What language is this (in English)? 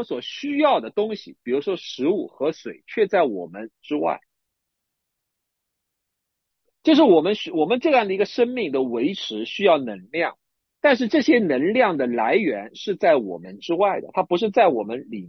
Chinese